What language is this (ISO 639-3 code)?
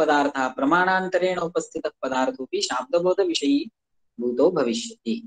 san